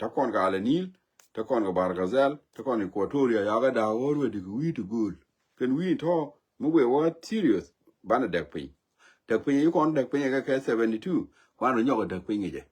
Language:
Nuer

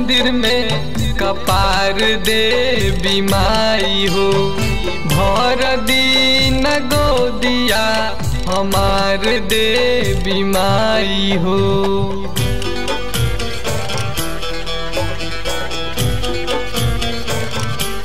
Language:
Bhojpuri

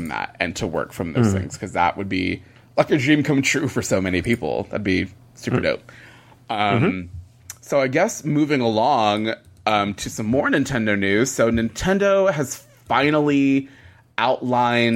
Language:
English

